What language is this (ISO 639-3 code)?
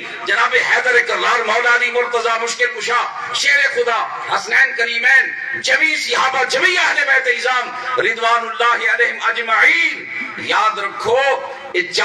skr